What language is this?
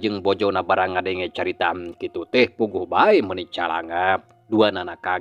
Sundanese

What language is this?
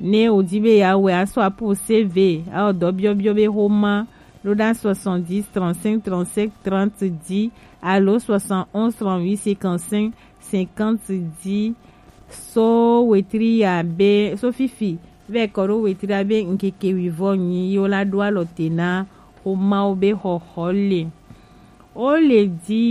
Gen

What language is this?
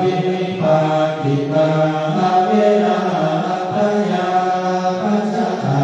Pali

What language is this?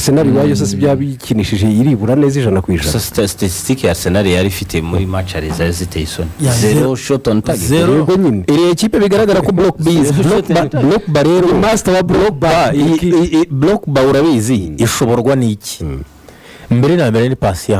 Kinyarwanda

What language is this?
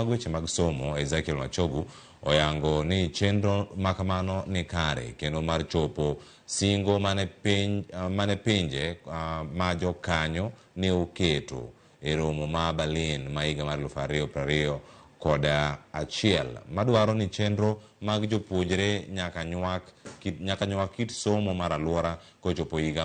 Luo (Kenya and Tanzania)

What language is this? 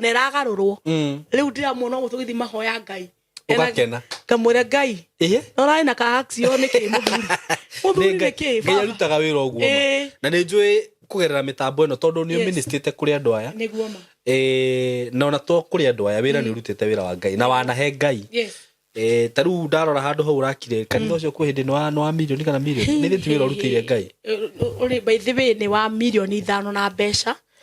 Kikuyu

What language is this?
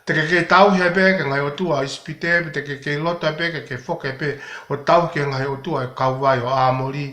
Tongan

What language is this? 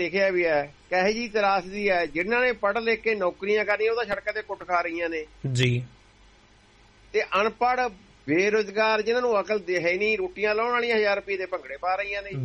Punjabi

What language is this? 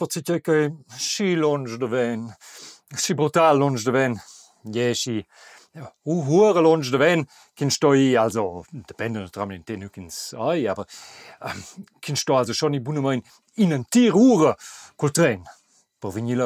Romansh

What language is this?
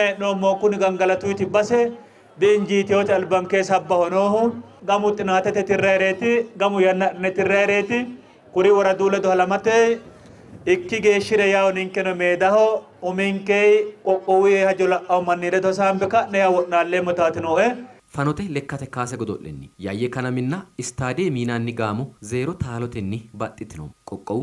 Sidamo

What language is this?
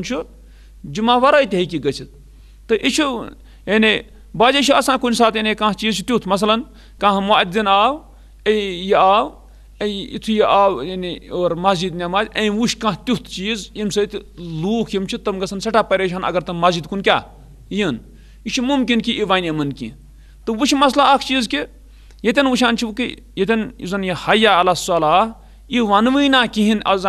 Kashmiri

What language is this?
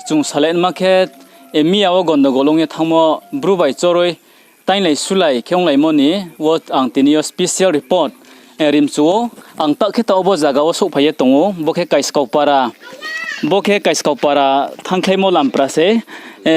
Riang (India)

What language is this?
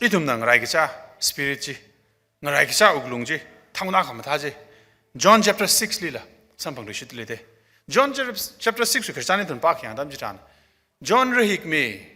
Tangkhul Naga (India)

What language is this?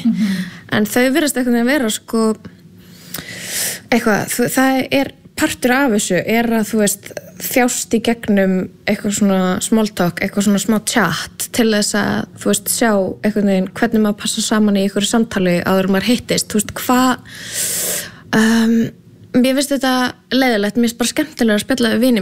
Icelandic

